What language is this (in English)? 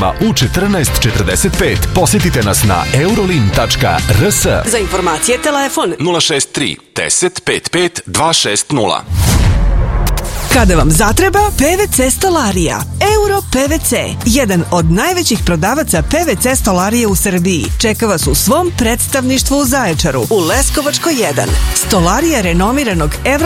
Serbian